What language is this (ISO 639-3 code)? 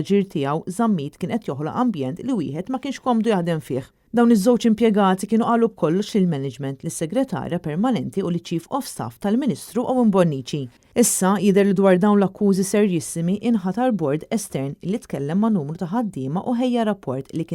mlt